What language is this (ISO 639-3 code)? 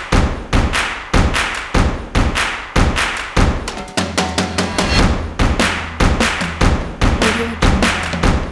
msa